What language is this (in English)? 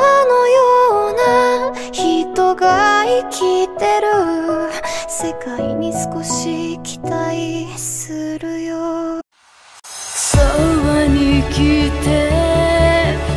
Japanese